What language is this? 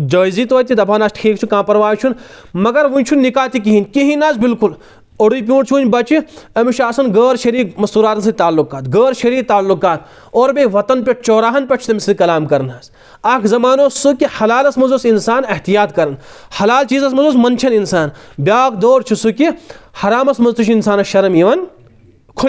Kashmiri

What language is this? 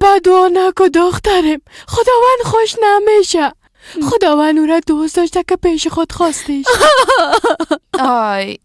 Persian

